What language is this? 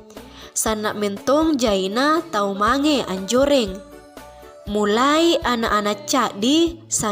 Makasar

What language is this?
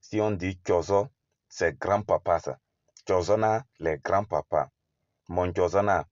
Kabiyè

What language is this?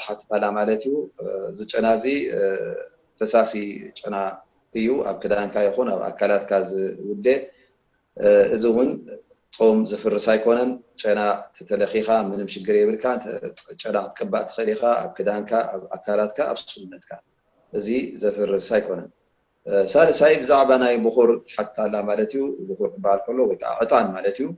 Tigrinya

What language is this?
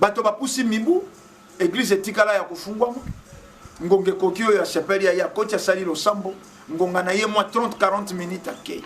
Lingala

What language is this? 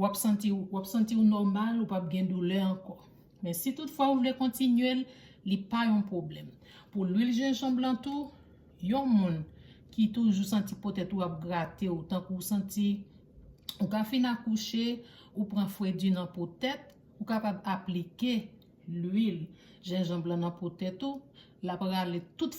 Haitian Creole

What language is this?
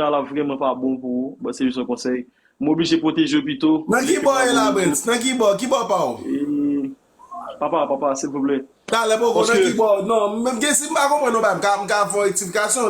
Haitian Creole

